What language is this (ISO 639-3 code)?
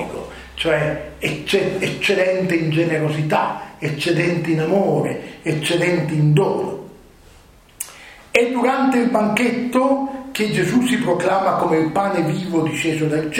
ita